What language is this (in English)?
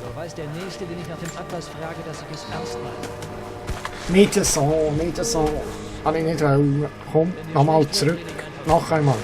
Swiss German